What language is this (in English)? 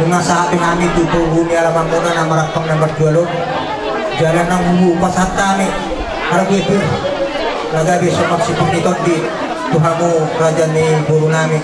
Batak Toba